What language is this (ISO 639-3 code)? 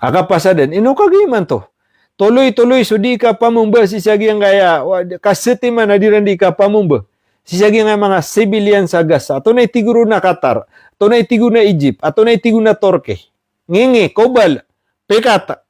mrw